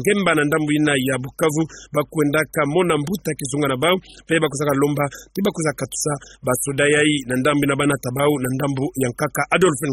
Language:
Kituba (Democratic Republic of Congo)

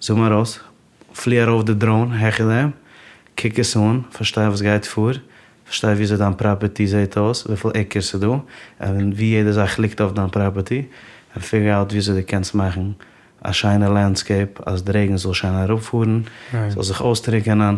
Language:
Yiddish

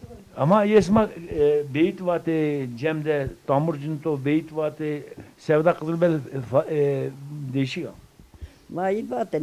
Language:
Zaza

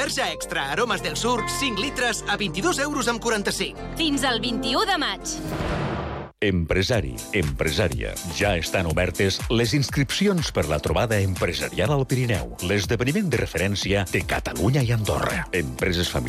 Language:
Catalan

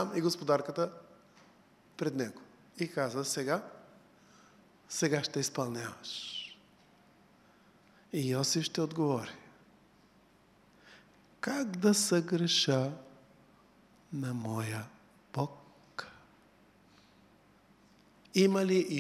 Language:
Bulgarian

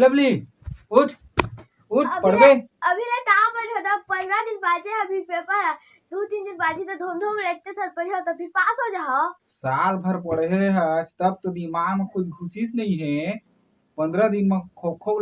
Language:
Chhattisgarhi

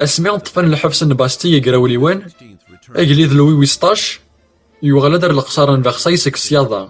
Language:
Kabyle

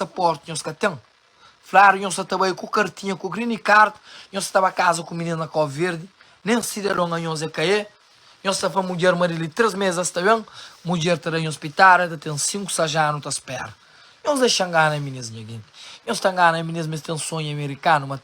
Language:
Kabuverdianu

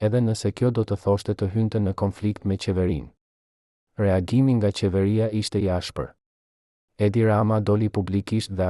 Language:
Albanian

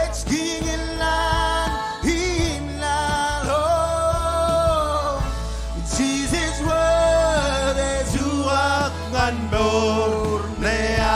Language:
Marshallese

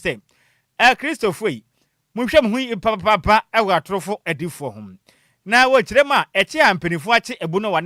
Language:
Akan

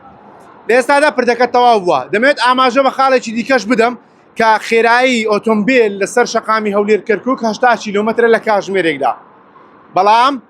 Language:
Central Kurdish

